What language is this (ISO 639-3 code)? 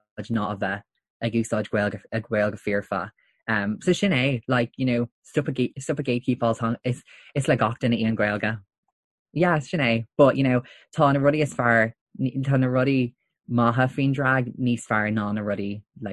gle